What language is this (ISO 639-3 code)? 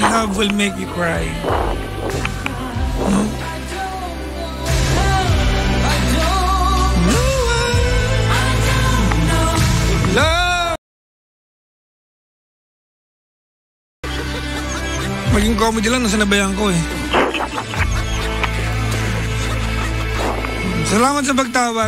fil